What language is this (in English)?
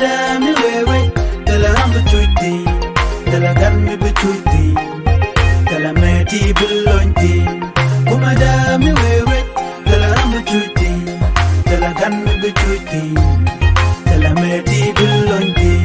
Nuer